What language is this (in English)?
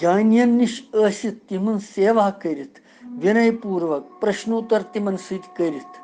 Kashmiri